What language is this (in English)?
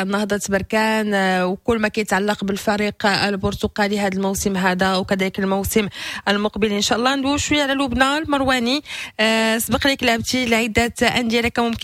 Moroccan Arabic